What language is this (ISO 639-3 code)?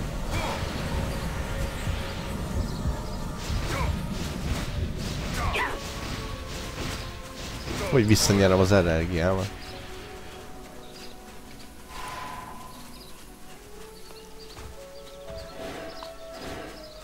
hun